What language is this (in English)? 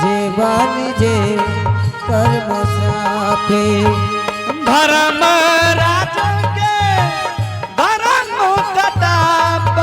Angika